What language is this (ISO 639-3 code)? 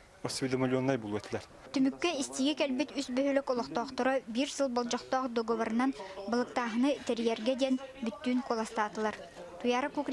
sah